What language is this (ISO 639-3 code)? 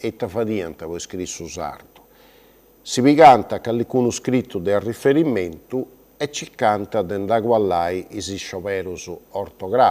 srd